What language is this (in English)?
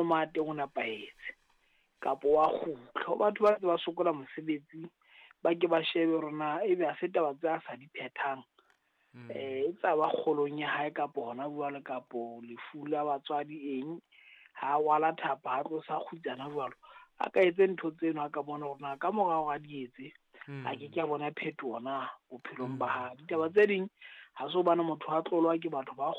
Southern Sotho